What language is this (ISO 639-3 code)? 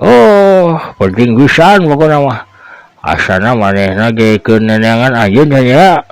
sun